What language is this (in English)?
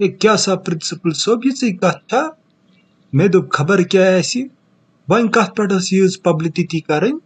Kashmiri